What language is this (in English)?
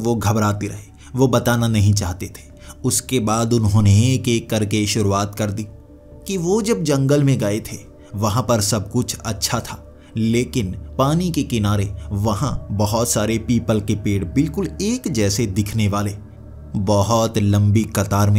Hindi